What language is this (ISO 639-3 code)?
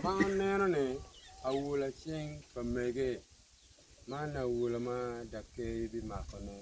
ach